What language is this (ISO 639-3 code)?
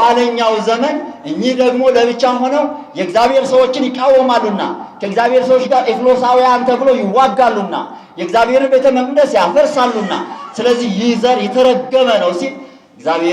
amh